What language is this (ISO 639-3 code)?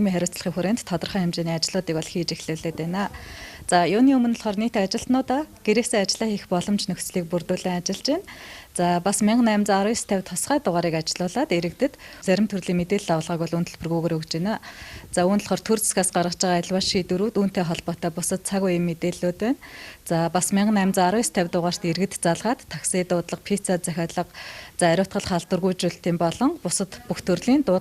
mon